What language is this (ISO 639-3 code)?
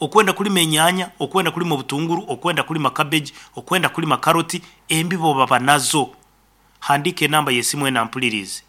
nyn